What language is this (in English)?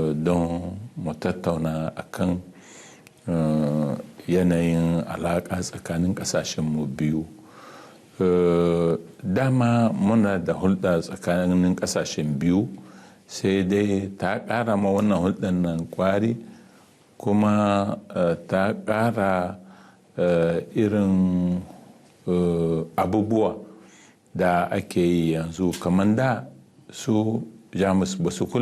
Hausa